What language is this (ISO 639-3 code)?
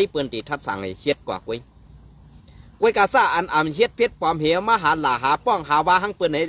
shn